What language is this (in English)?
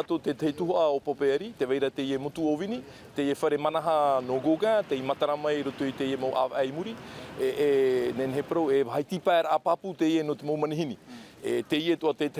Tahitian